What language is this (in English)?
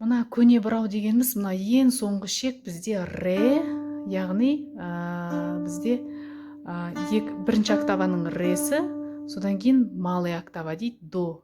Kazakh